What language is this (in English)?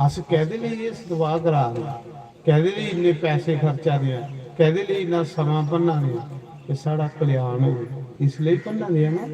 Dogri